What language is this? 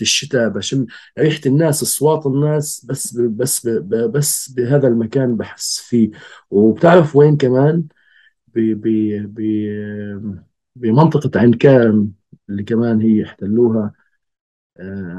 North Levantine Arabic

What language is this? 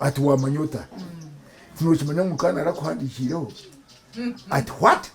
Nyankole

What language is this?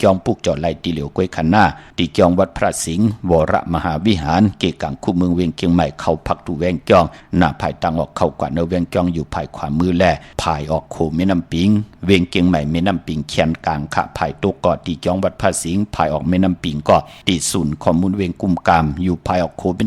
Shan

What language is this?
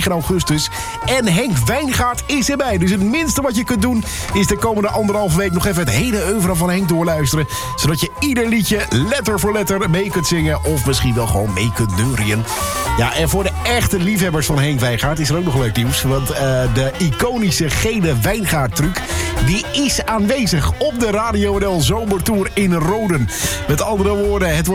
Dutch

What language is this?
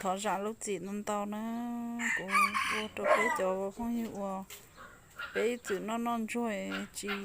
Hmong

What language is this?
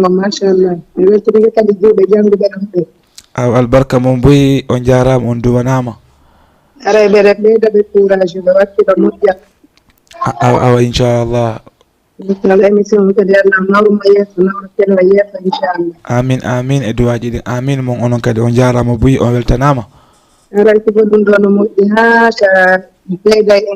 Fula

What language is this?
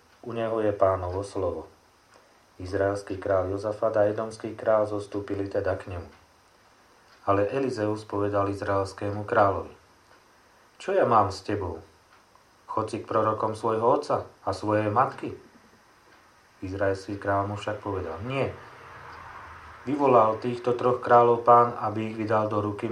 Slovak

